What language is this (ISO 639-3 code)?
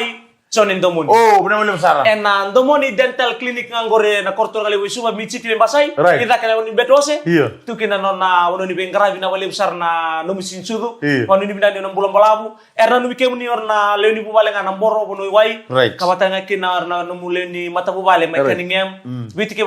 fij